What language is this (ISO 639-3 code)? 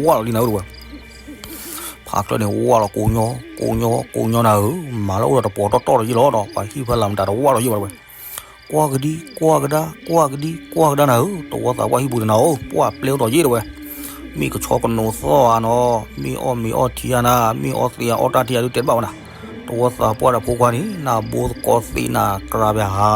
ksw